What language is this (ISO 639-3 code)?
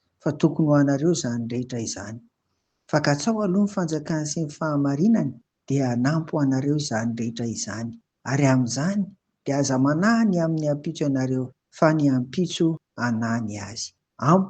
mlg